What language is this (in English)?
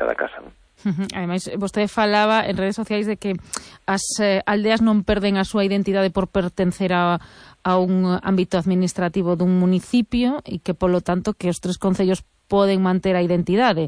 Galician